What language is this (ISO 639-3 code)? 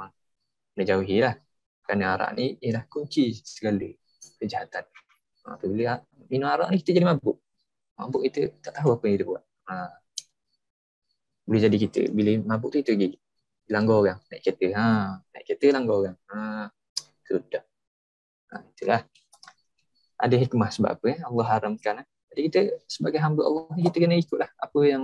msa